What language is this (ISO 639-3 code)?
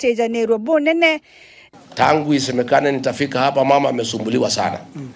mer